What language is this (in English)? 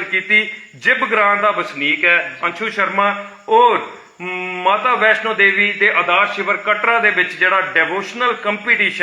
Dogri